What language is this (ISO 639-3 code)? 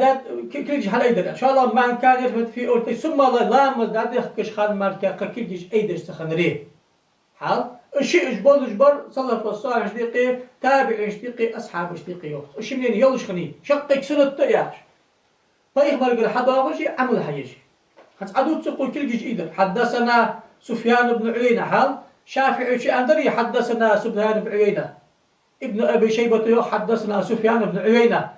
inh